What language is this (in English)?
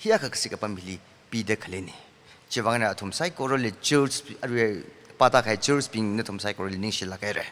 Tangkhul Naga (India)